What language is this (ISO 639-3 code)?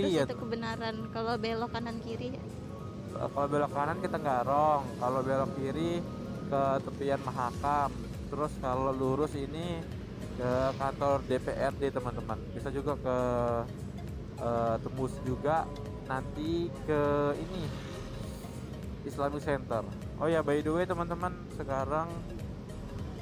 ind